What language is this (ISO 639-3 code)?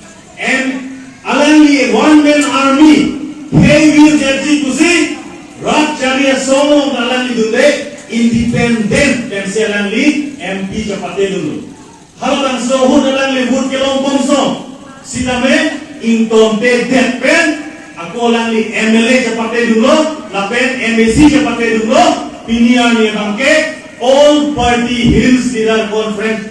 mjw